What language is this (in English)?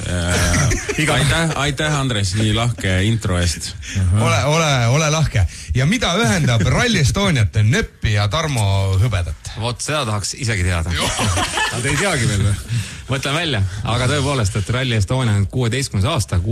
Estonian